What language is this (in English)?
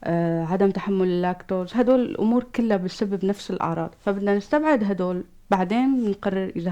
North Levantine Arabic